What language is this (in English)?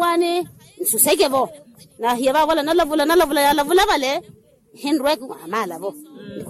Makhuwa